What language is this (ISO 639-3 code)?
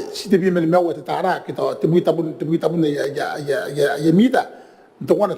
gil